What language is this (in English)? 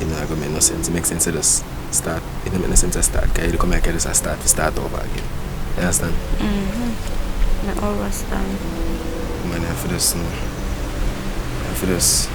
Jamaican Creole English